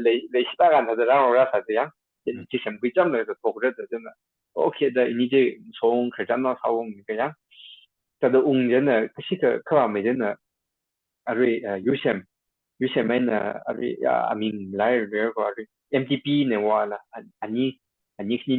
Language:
Tangkhul Naga (India)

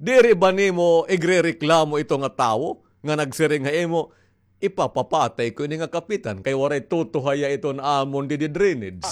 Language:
Waray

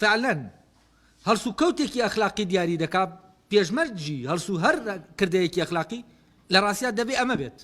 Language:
Central Kurdish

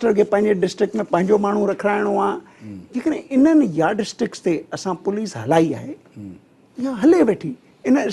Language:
Sindhi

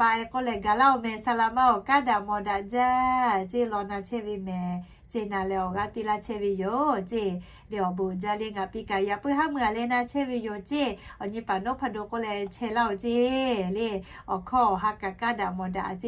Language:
Lahu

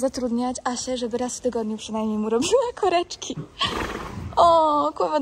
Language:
Polish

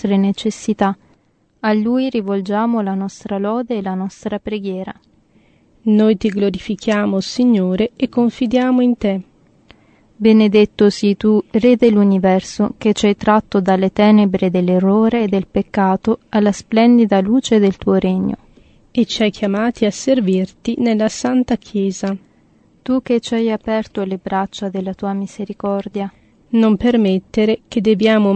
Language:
Italian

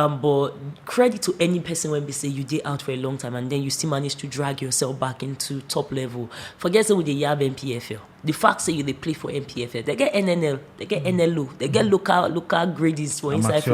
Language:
Nigerian Pidgin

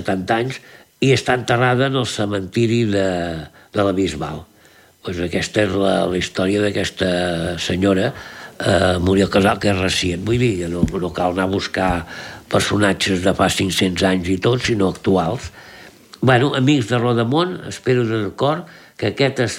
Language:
Catalan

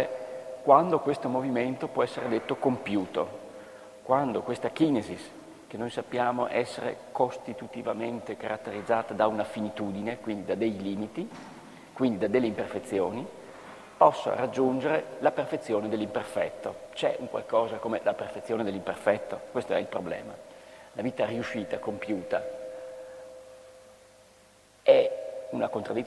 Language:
Italian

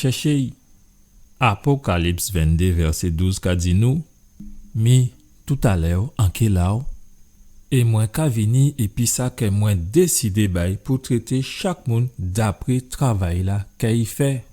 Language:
Guadeloupean Creole French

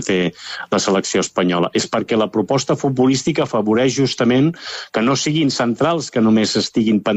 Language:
Catalan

